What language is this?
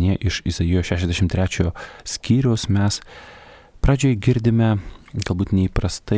Lithuanian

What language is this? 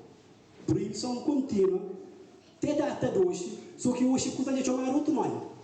Kabuverdianu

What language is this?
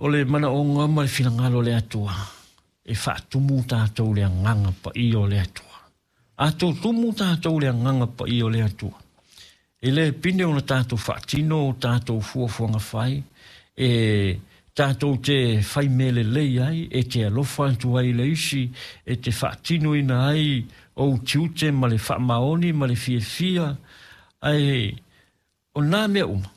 Samoan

